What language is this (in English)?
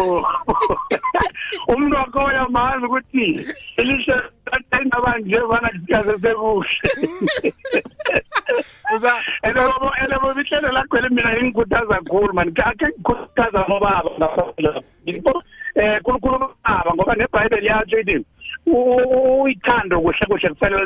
South Ndebele